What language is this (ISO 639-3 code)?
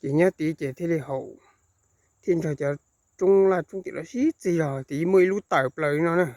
hmn